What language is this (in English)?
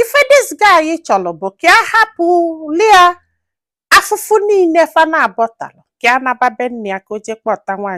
Igbo